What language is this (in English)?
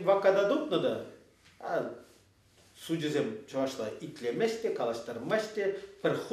Chuvash